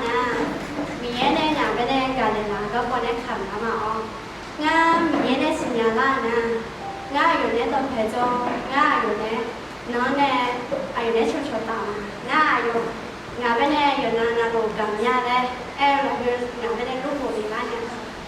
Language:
Akha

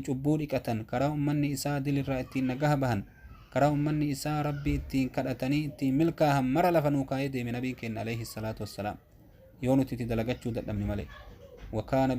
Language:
Oromo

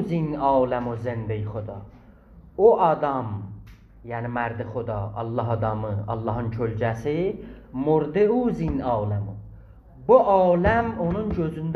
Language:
South Azerbaijani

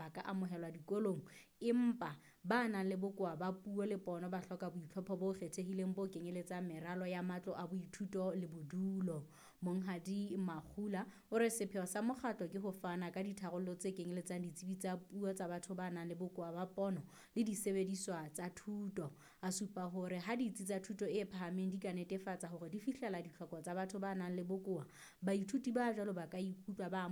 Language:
Southern Sotho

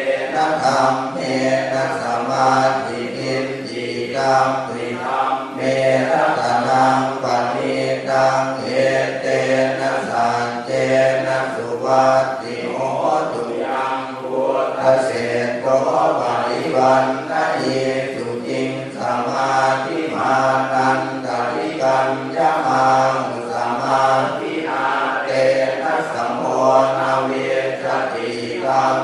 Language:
Pali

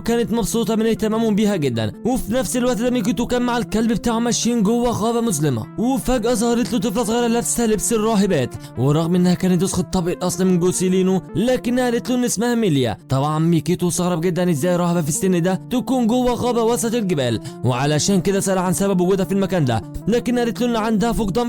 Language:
Egyptian Arabic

